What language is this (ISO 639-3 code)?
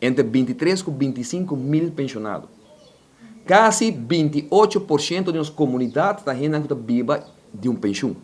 pap